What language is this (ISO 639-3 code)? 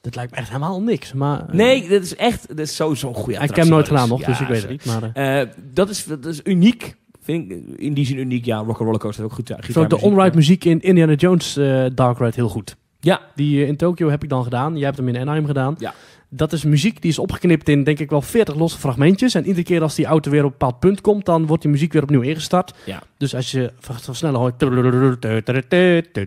nld